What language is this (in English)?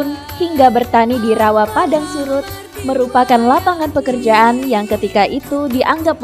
Banjar